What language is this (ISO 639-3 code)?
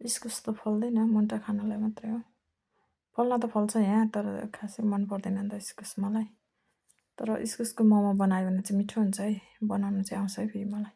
nep